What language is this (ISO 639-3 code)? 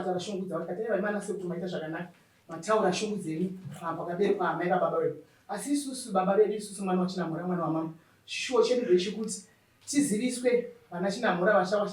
sna